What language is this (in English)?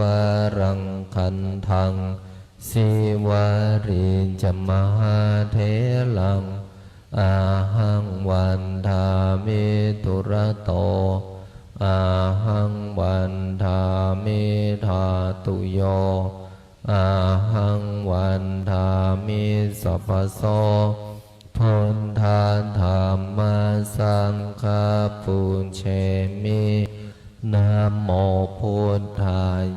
Pali